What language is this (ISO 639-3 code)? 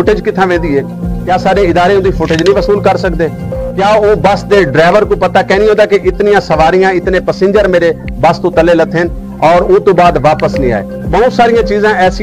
skr